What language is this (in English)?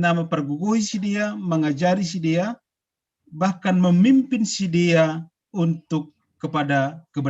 Batak Simalungun